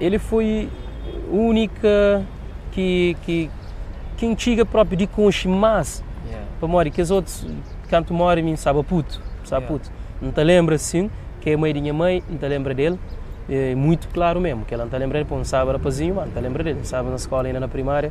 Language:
Kabuverdianu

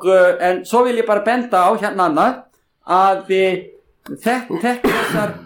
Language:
Icelandic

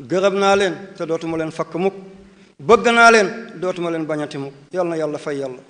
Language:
Wolof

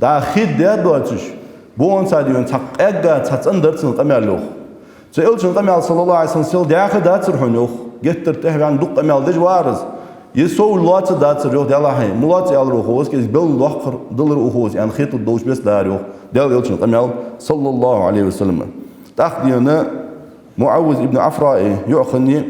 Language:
Ingush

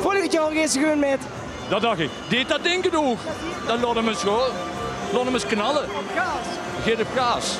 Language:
Limburgish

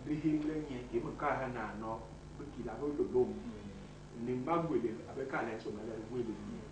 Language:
Basaa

